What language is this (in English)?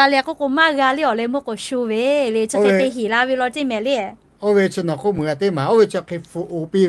Lahu